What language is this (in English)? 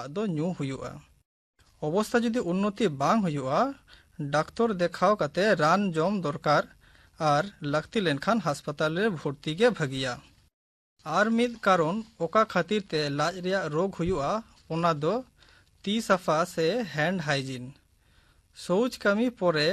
Santali